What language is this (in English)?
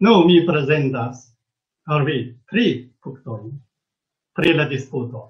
Esperanto